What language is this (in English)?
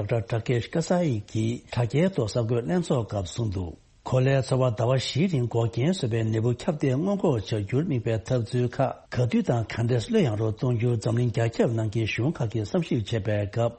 Tibetan